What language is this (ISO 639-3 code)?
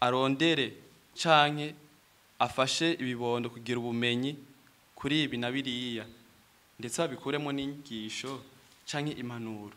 run